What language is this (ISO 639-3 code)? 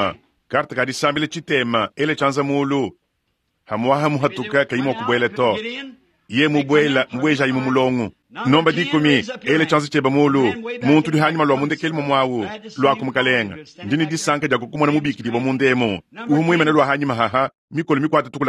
lua